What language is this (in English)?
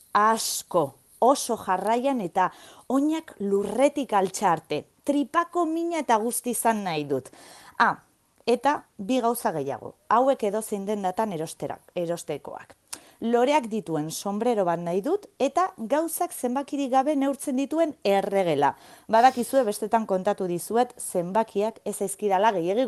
Basque